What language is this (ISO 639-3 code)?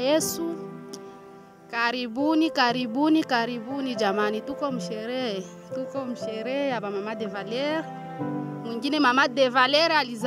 swa